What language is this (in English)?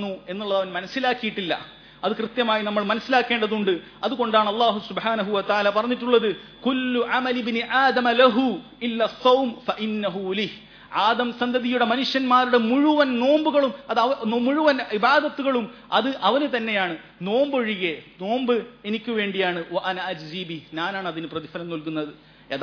Malayalam